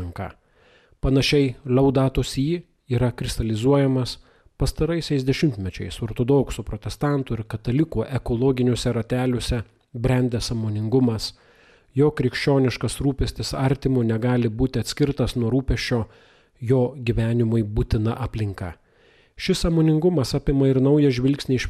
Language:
Lithuanian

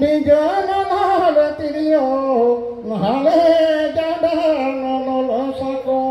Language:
Santali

